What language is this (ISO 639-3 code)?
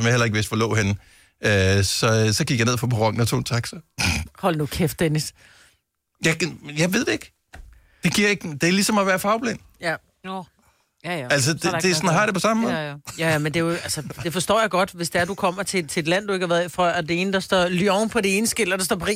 dan